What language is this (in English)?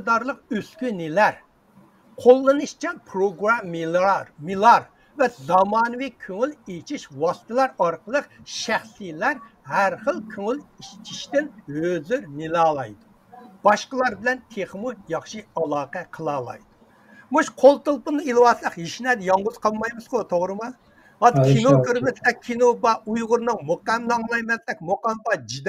Uyghur